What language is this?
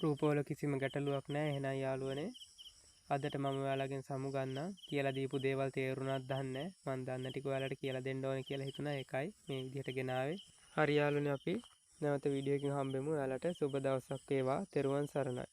Sinhala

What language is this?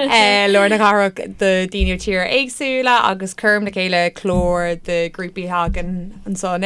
Irish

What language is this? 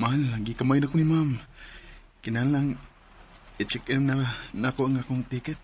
Cebuano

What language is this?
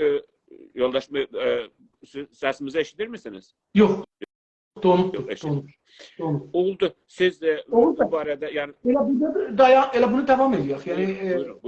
South Azerbaijani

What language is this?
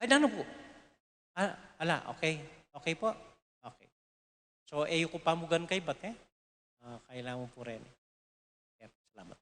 Pampanga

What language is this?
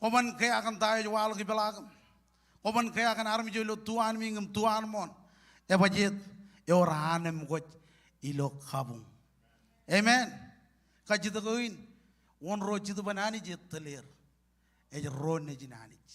Marshallese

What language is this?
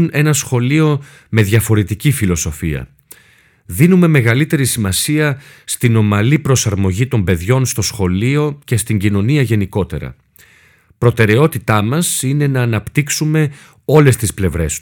Greek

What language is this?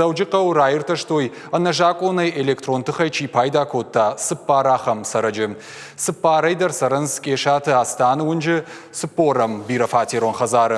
Ossetic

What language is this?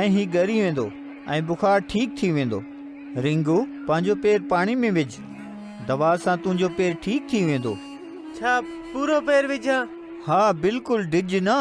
Sindhi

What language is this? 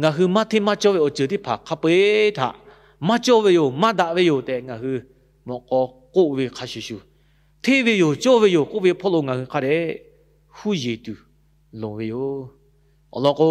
Lahu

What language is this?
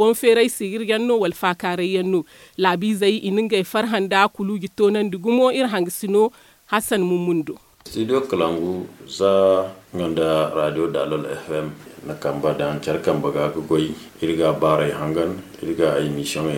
Zarma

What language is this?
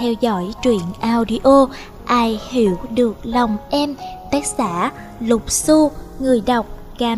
Vietnamese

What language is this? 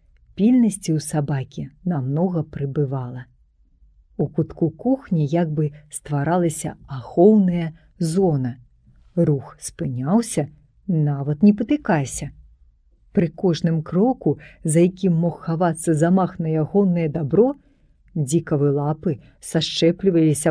Belarusian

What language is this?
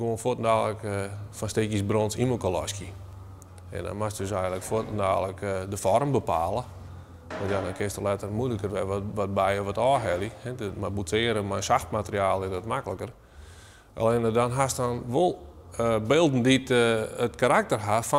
Western Frisian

